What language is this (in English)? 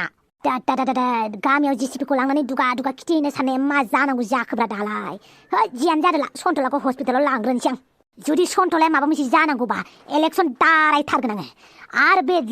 Bodo